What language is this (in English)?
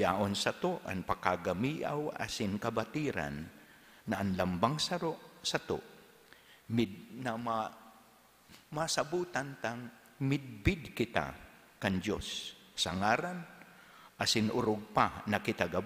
Bikol